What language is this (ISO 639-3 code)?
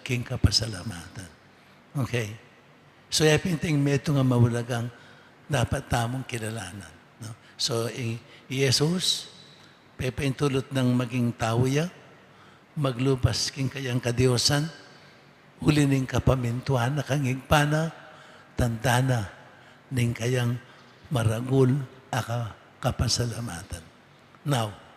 pam